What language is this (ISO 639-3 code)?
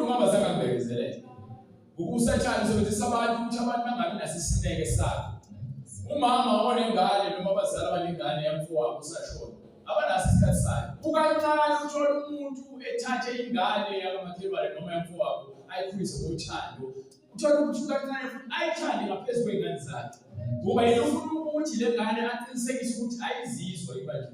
zul